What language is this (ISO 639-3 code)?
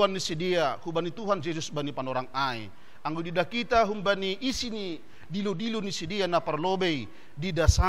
bts